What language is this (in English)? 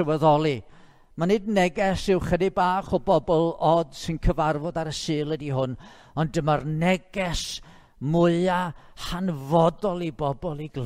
Welsh